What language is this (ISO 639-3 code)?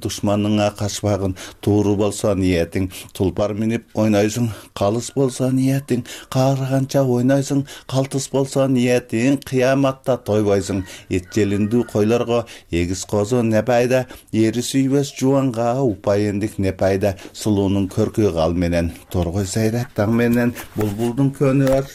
kir